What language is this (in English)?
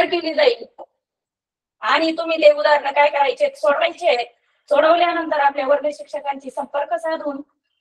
Marathi